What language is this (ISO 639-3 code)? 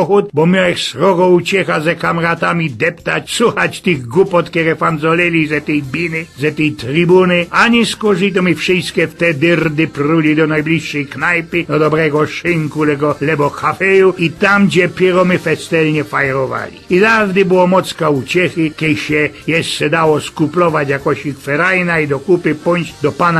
szl